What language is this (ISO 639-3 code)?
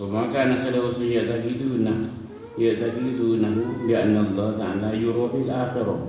mad